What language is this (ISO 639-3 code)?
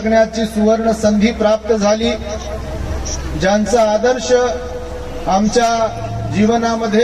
mar